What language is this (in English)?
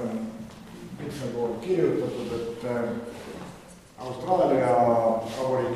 Estonian